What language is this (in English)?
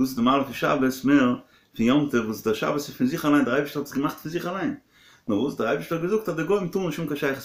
Yiddish